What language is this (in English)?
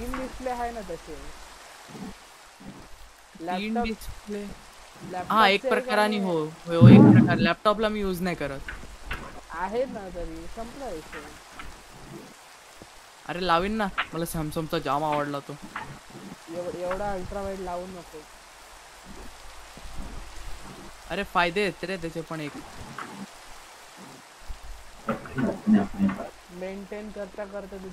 Marathi